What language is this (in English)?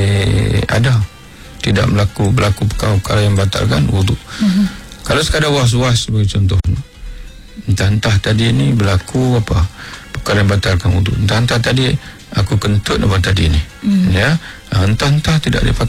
Malay